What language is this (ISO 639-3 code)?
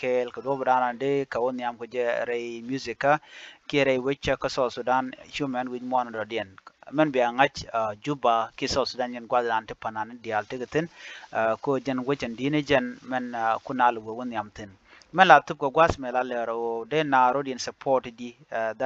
nus